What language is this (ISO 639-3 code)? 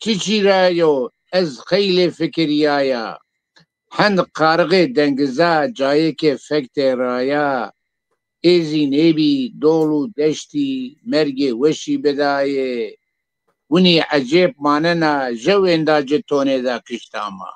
zza